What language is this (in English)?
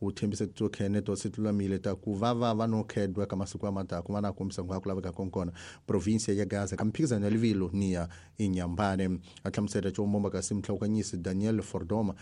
Tsonga